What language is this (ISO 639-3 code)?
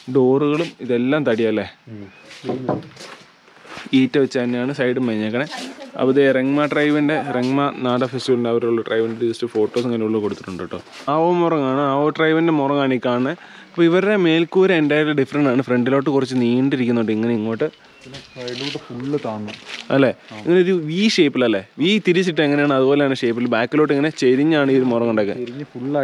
mal